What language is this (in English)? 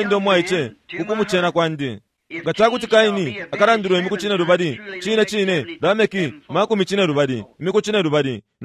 Bemba